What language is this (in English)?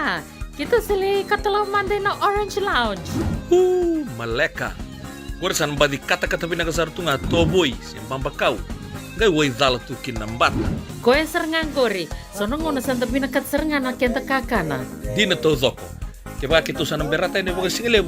Fijian